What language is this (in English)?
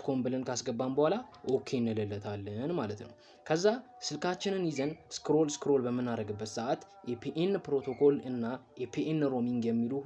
Amharic